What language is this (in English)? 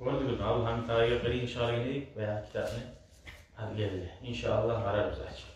Kumyk